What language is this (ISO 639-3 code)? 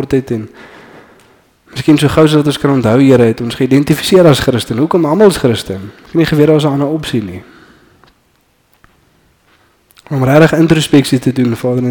afr